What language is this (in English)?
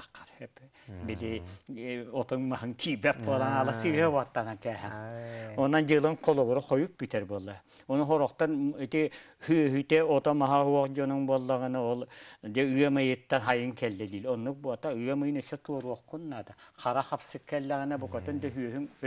Yakut